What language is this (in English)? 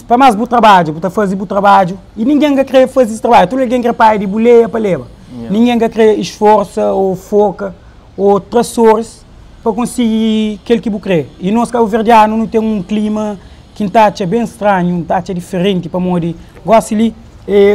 Kabuverdianu